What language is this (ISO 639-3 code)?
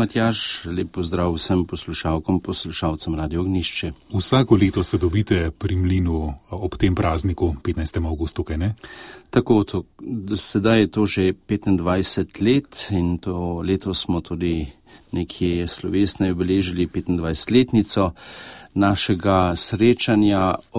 slv